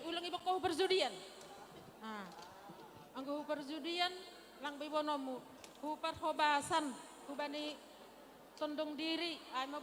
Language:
Batak Simalungun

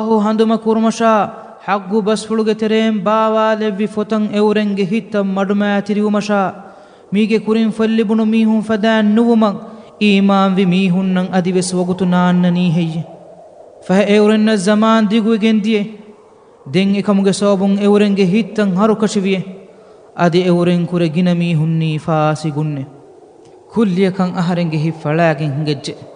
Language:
Divehi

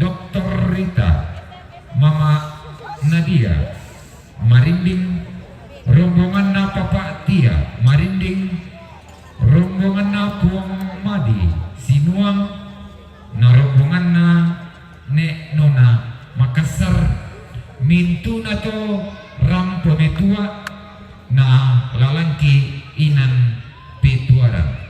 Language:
Toraja-Sa'dan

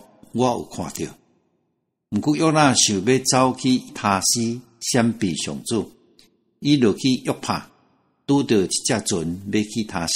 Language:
Min Nan Chinese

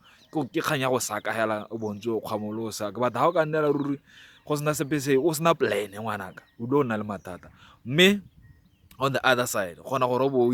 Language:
Tswana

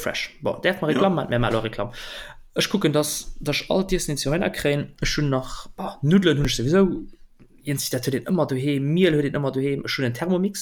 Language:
Luxembourgish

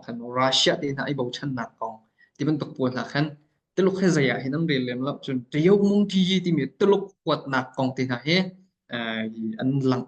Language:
Hakha Chin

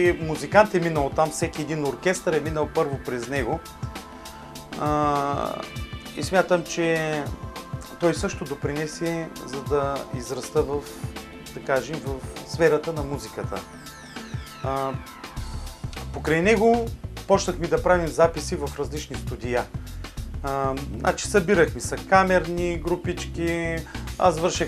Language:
Bulgarian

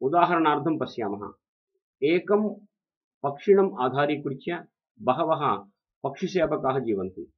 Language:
Sanskrit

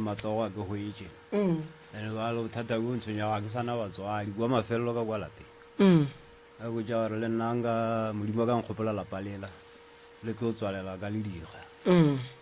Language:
Northern Sotho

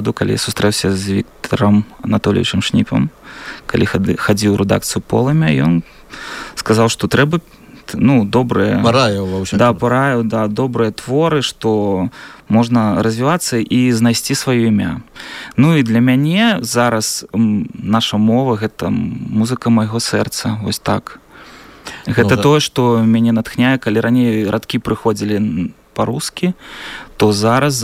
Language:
Belarusian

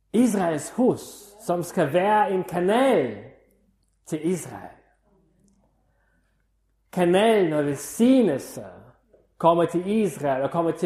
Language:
Danish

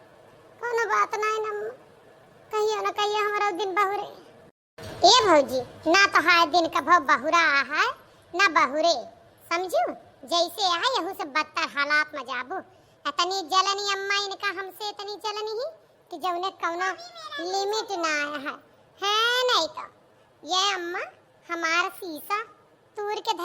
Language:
Awadhi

